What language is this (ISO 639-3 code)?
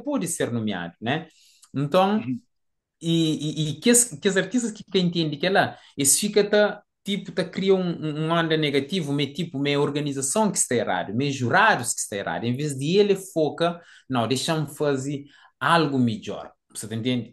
kea